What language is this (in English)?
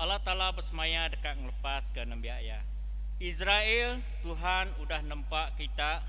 Iban